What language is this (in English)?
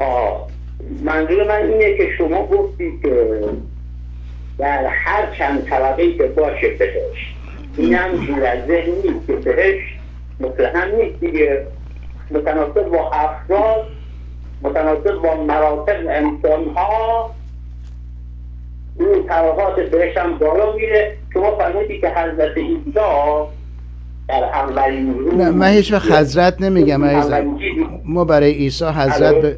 Persian